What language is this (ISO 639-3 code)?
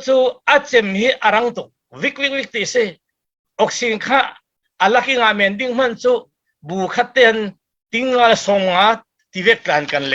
cfm